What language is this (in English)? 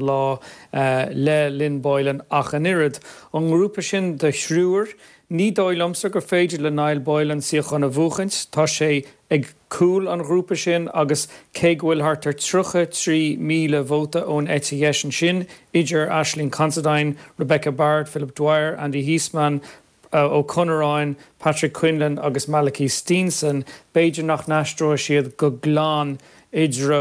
Irish